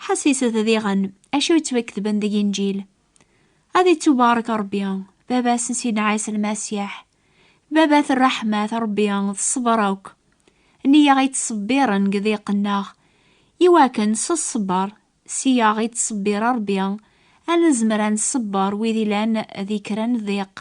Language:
Kabyle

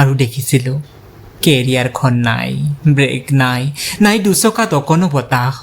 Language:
Assamese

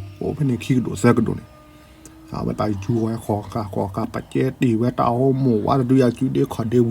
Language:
S'gaw Karen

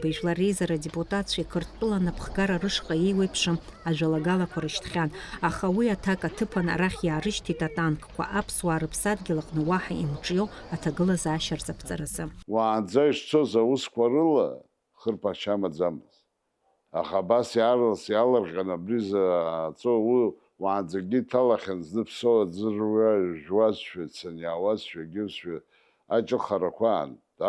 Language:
Abkhazian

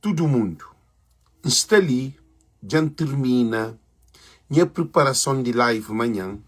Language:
Kabuverdianu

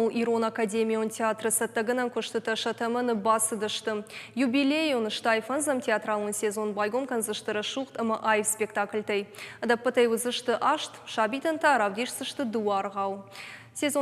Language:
Ossetic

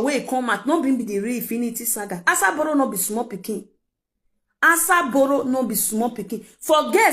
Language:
Nigerian Pidgin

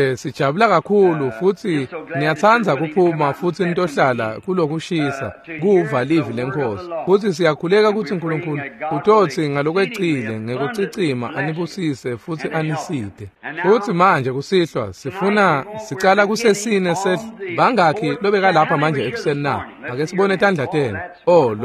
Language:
Swati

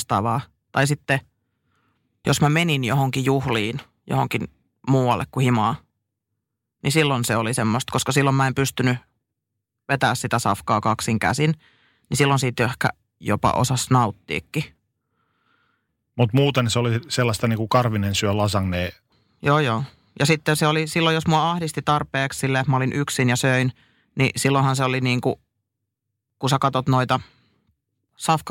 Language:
Finnish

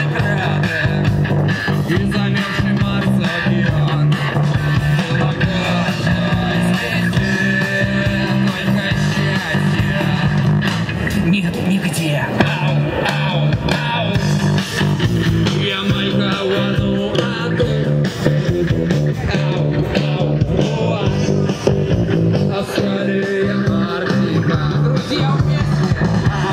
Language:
Russian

